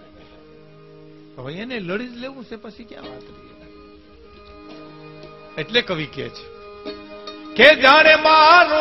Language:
Gujarati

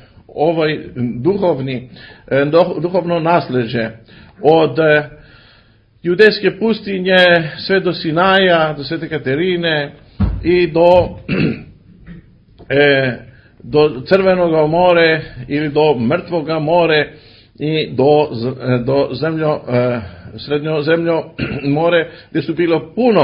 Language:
Serbian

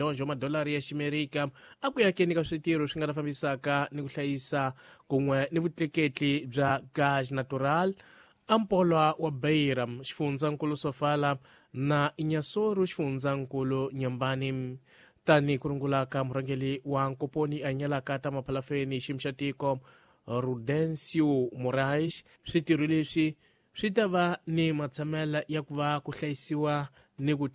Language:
Tsonga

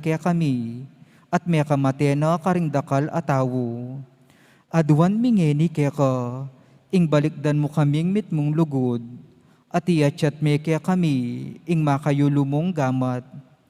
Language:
Pampanga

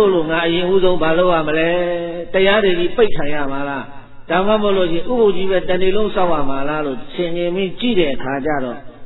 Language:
Burmese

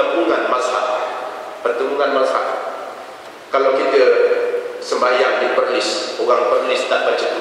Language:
Malay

